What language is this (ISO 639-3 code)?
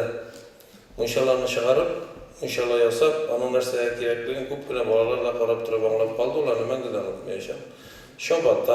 tat